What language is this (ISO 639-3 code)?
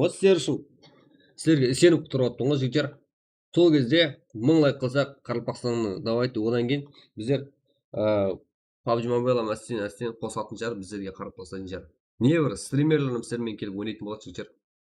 kaa